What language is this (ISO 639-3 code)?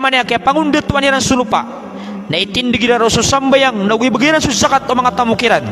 mrw